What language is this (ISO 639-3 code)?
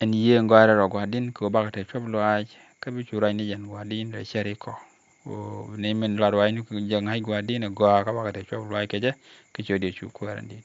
nus